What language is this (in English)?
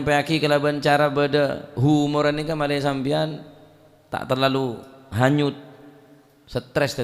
Madurese